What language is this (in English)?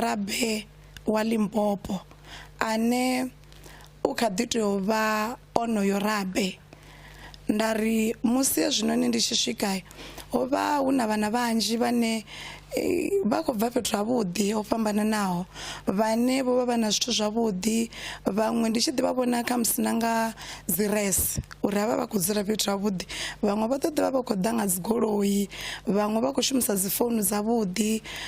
Venda